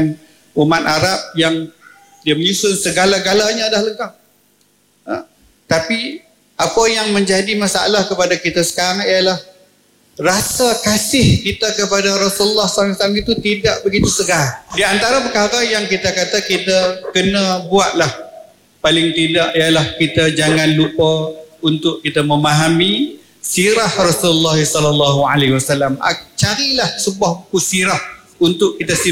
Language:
Malay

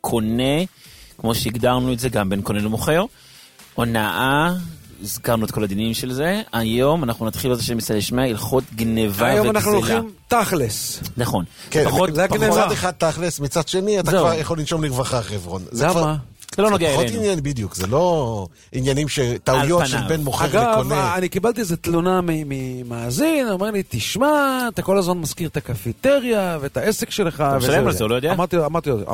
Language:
Hebrew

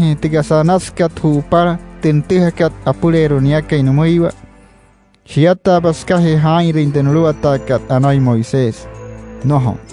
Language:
Wayuu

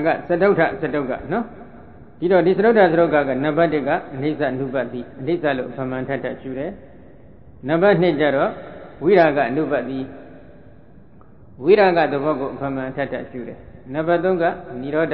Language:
Burmese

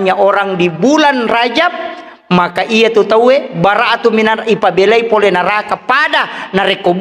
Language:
Buginese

